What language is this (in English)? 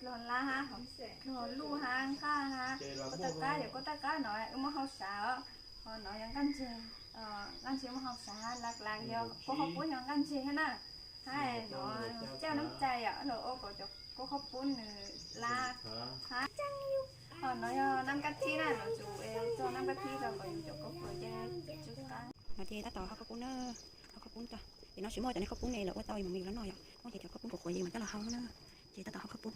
Hmong